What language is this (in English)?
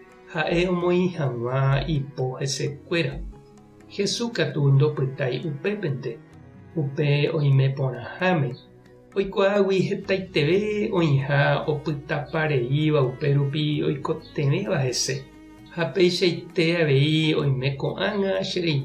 Guarani